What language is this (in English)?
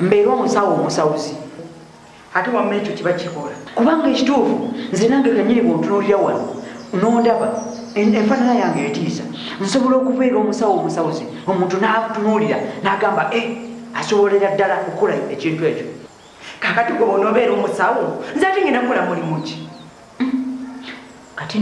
Ganda